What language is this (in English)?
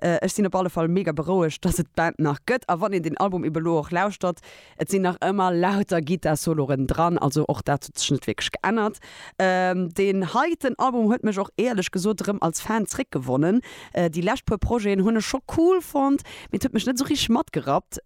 Luxembourgish